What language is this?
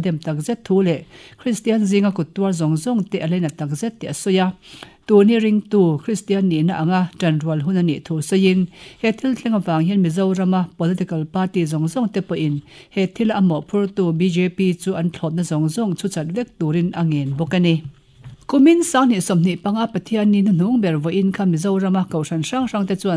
Mizo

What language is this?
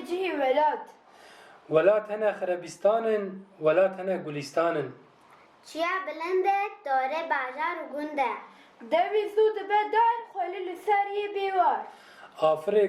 Kurdish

